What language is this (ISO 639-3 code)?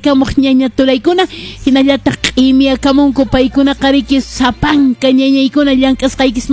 que